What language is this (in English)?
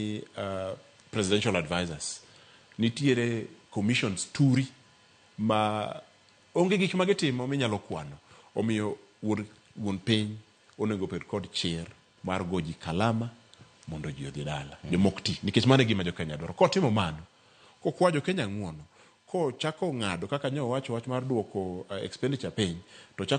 Luo (Kenya and Tanzania)